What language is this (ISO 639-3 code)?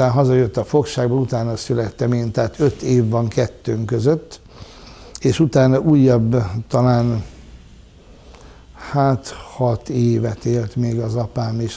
hun